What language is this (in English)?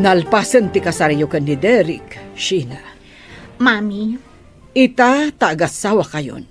Iloko